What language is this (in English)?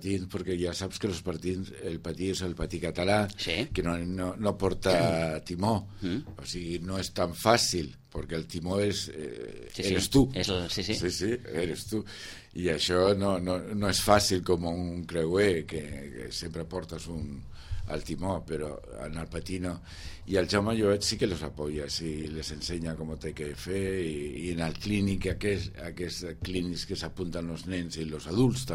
Catalan